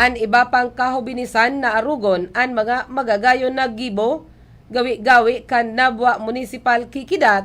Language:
Bikol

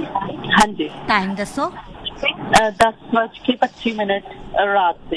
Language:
Punjabi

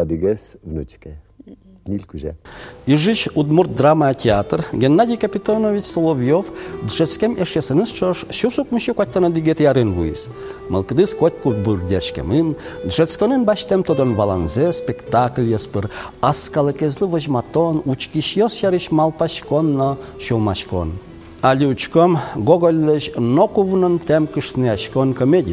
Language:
Udmurt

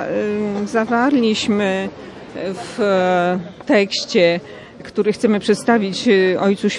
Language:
Polish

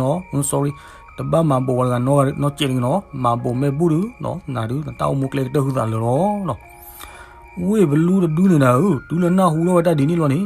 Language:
S'gaw Karen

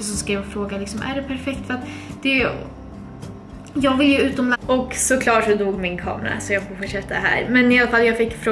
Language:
Swedish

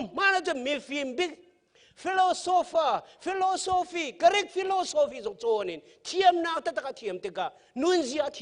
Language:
Hakha Chin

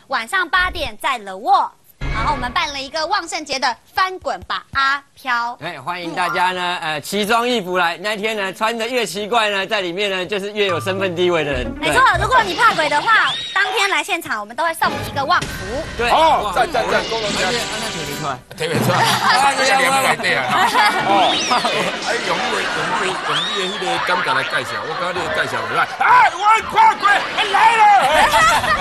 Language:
Chinese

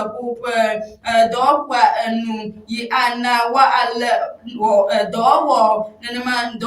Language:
Ewe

